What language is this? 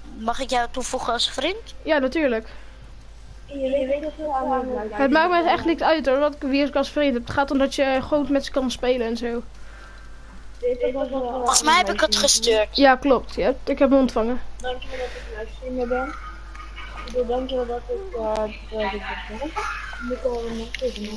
Dutch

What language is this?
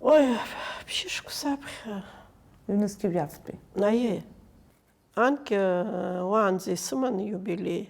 Abkhazian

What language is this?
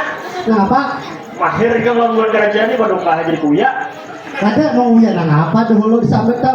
Banjar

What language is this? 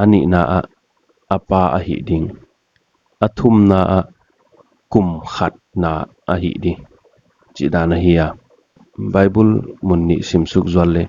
Paite Chin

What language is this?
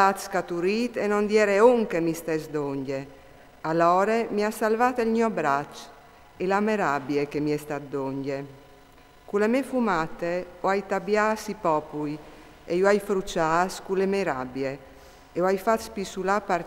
Friulian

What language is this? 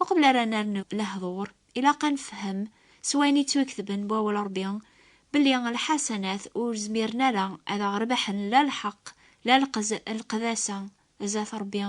Kabyle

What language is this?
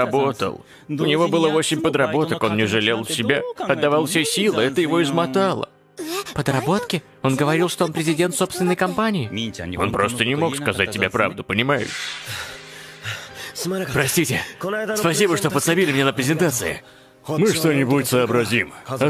Russian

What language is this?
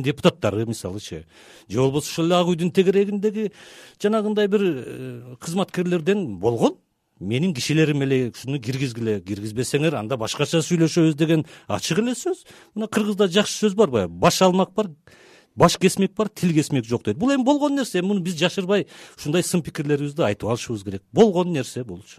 Kyrgyz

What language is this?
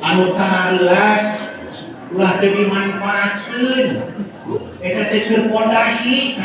Sundanese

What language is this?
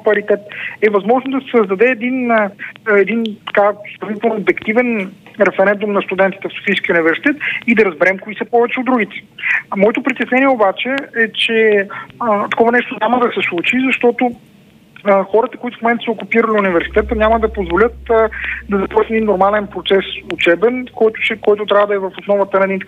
Bulgarian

